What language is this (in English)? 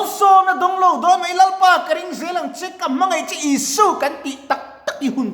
Mizo